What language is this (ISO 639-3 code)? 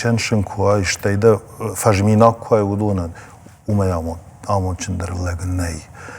oss